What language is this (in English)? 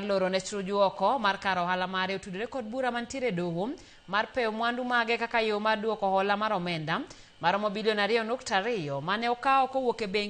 Luo (Kenya and Tanzania)